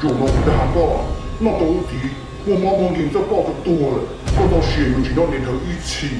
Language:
Hmong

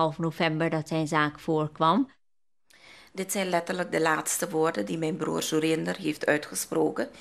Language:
Dutch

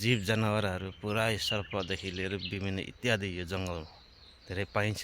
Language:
Nepali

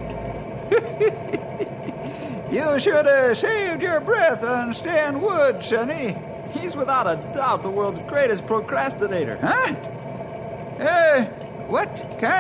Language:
English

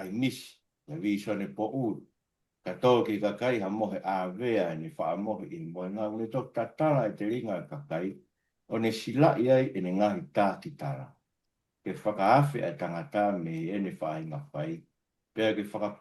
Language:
Tongan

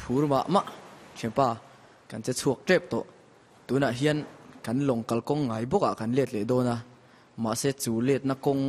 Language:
Mizo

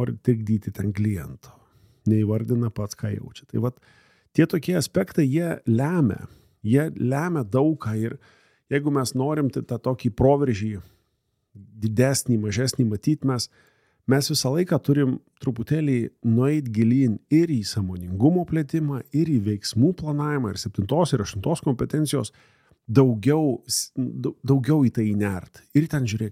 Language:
Lithuanian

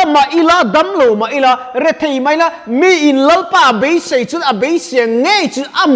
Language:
Mizo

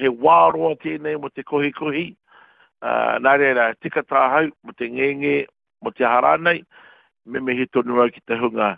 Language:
Māori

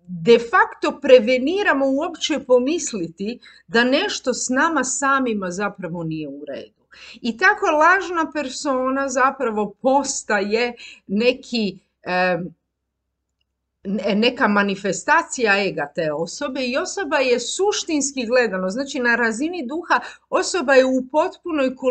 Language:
Croatian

